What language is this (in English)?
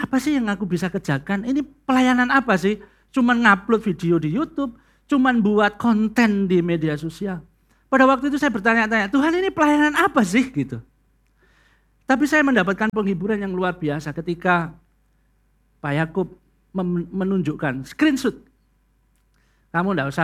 Indonesian